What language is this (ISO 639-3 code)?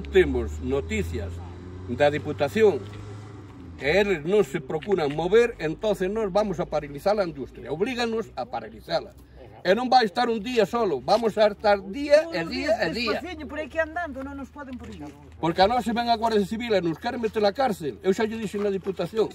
glg